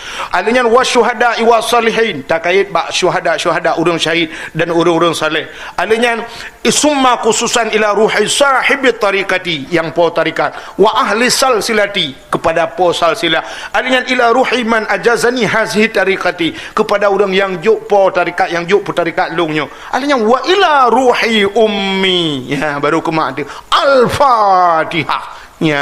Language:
Achinese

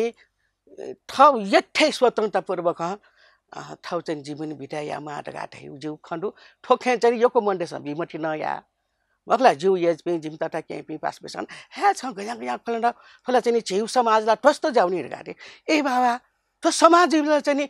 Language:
Newari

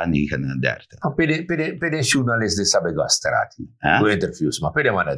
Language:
Sranan Tongo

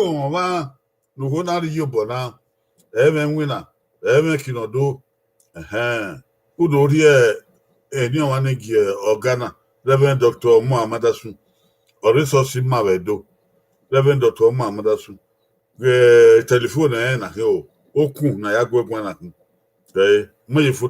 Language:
Bini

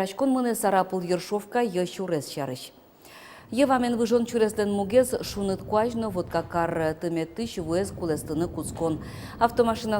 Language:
Udmurt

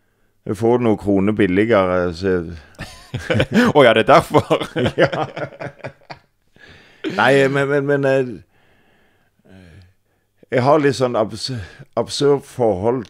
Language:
Norwegian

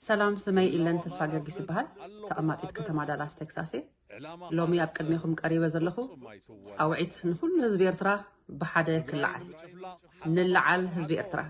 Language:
Tigrinya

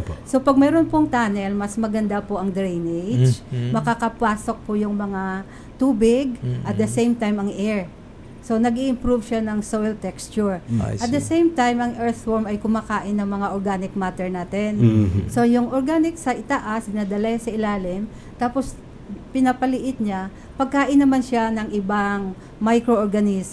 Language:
Filipino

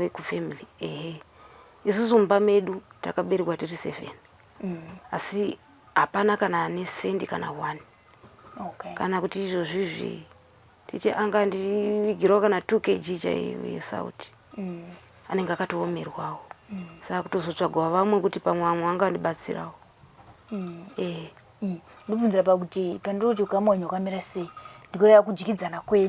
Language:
Shona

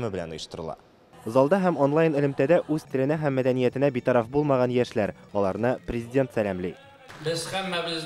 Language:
Tatar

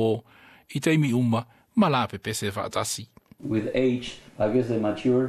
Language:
Samoan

